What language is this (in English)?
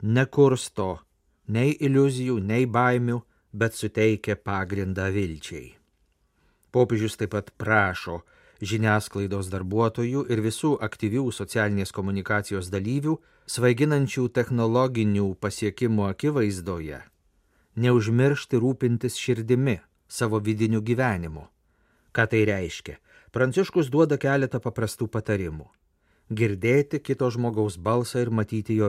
Lithuanian